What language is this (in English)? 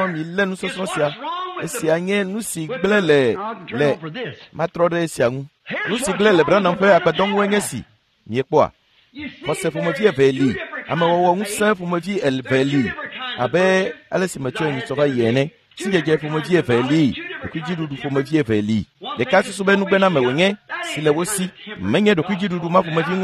Ewe